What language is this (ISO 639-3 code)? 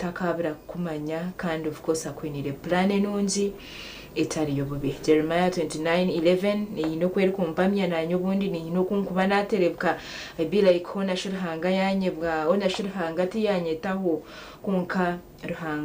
nyn